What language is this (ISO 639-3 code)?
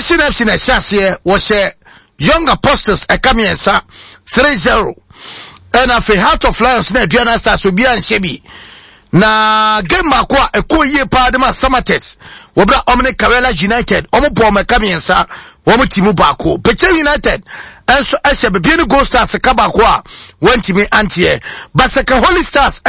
aka